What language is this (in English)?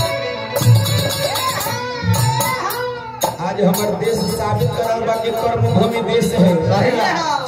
Bhojpuri